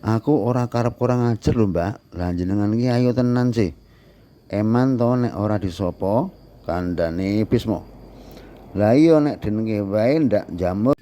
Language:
Javanese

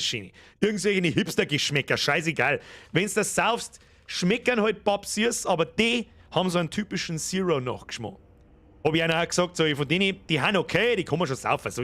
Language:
Bavarian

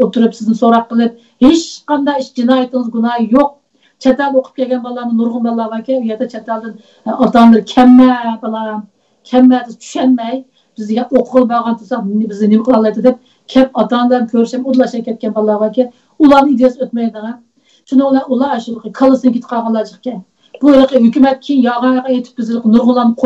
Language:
Uyghur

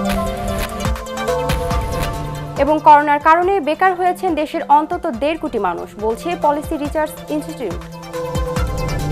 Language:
Bangla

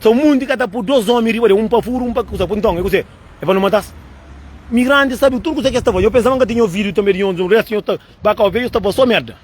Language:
Kabuverdianu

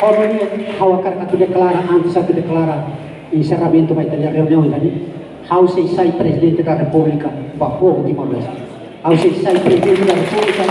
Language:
Tetum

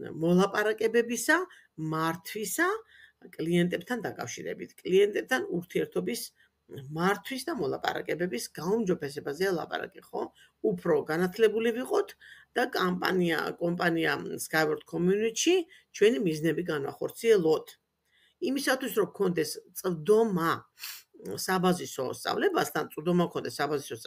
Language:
Georgian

